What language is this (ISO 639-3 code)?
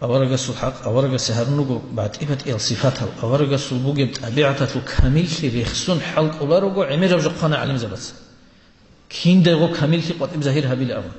ava